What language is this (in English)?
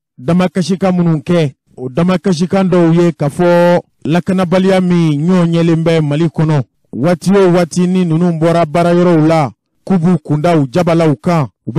Bambara